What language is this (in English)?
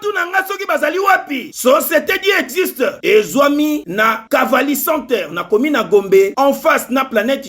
Lingala